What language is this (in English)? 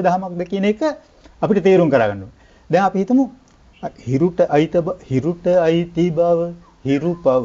Sinhala